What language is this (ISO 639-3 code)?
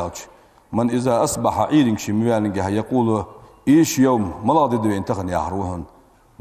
inh